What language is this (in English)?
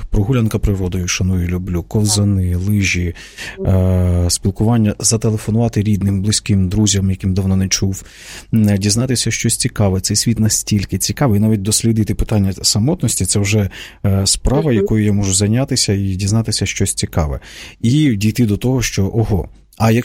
Ukrainian